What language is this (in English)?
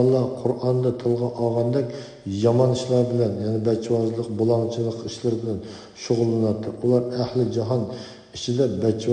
Uyghur